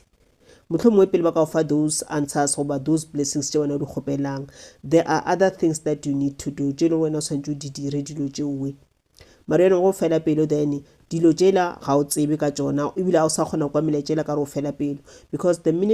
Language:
Northern Sotho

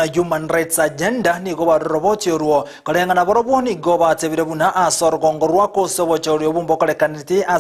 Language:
Gusii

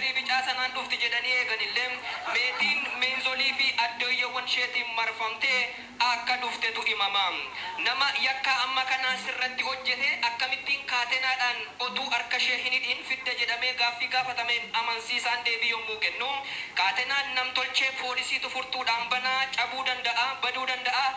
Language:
Oromo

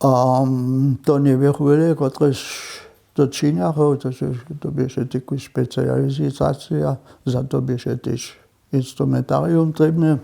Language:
Upper Sorbian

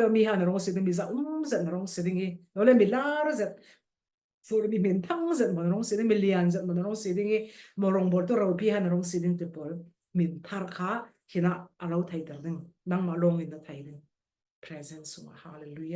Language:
Falam Chin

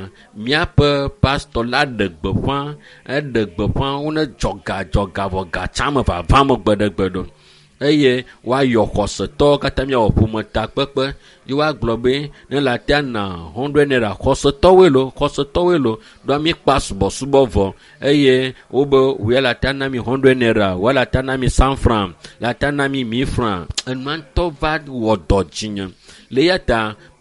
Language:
Ewe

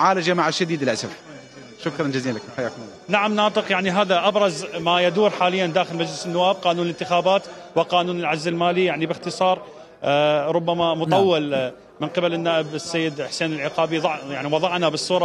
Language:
Mesopotamian Arabic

